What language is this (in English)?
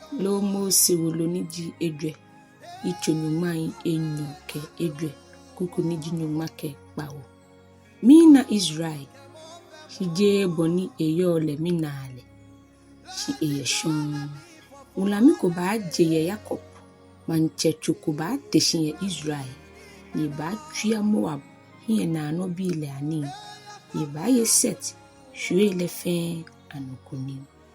Ga